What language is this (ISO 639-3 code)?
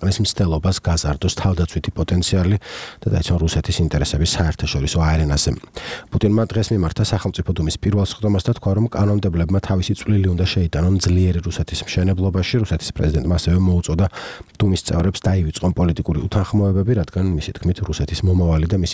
kat